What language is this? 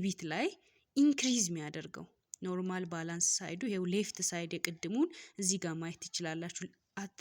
Amharic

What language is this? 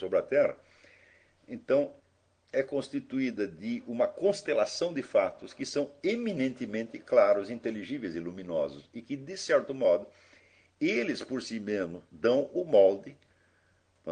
Portuguese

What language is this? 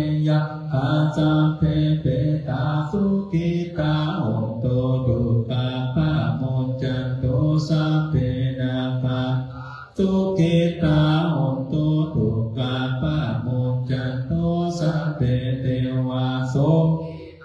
Pali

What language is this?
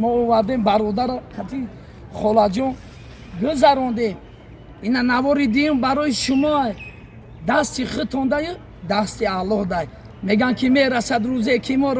Tajik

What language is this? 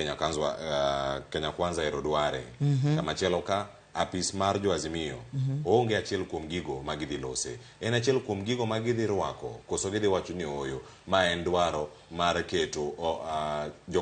Luo (Kenya and Tanzania)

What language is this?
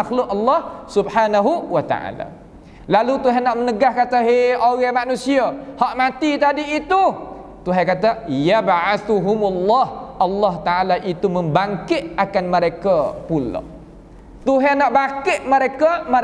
Malay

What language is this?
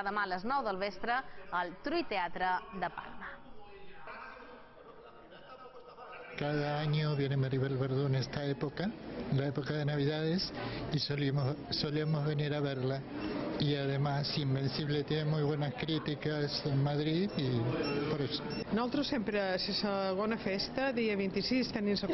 Catalan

